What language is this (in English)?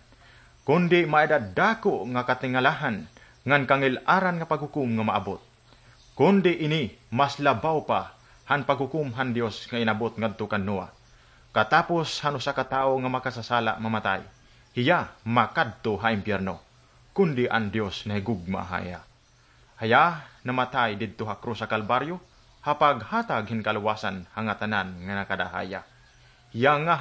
Waray